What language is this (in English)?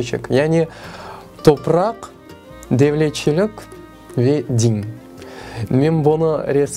Crimean Tatar